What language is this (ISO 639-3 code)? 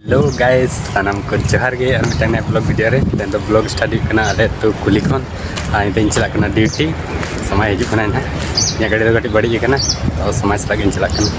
sat